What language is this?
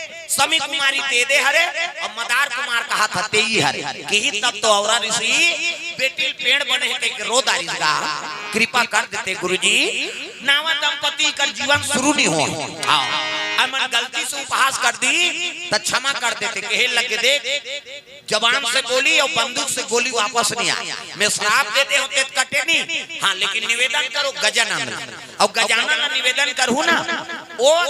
Chhattisgarhi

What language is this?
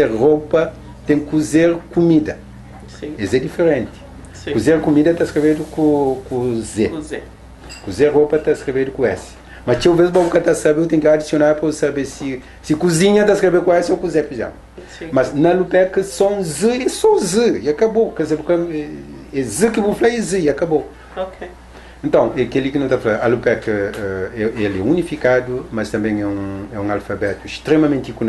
Kabuverdianu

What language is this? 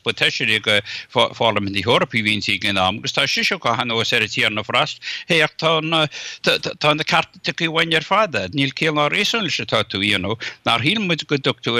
Irish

